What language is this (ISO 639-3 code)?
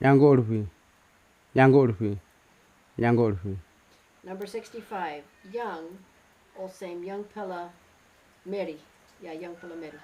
kms